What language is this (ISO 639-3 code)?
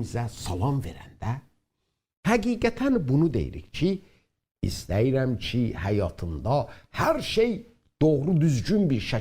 azb